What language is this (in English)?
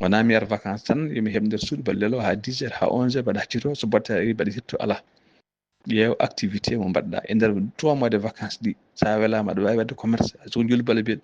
Fula